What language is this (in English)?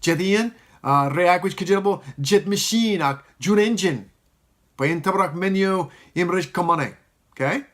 Marshallese